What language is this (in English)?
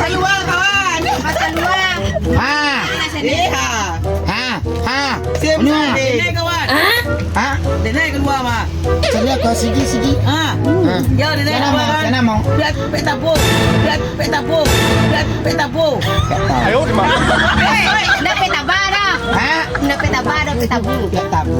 Minangkabau